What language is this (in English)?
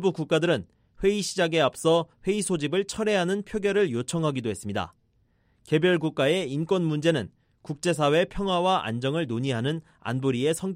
Korean